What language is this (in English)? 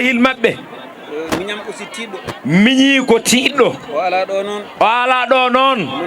Fula